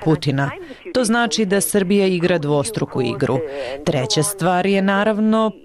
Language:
Serbian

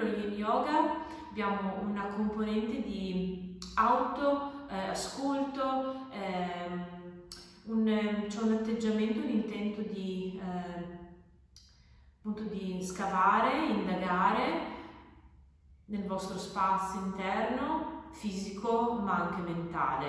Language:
Italian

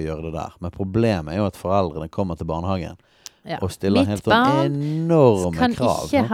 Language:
Norwegian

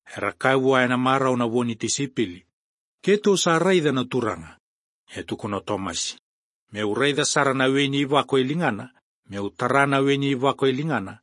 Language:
Fijian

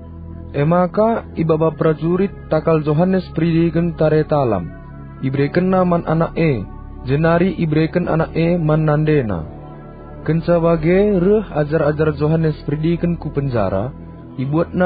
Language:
Batak Karo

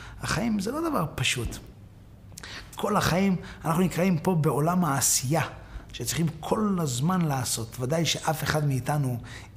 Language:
Hebrew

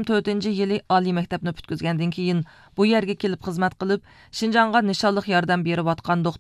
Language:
Uyghur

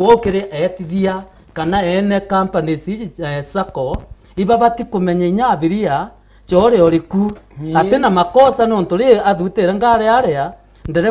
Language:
Meru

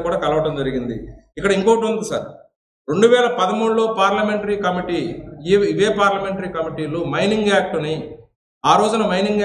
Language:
Telugu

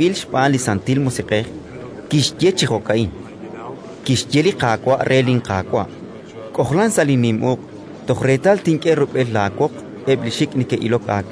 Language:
Kekchí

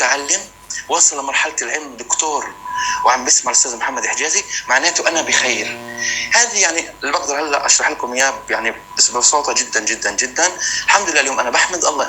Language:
North Levantine Arabic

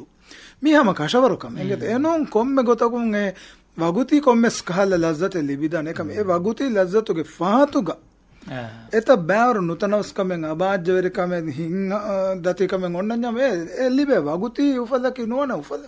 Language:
Divehi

